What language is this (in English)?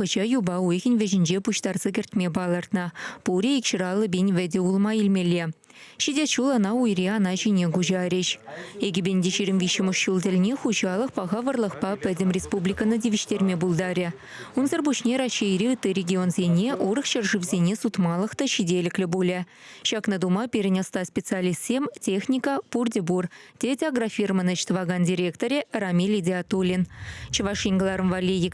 Chuvash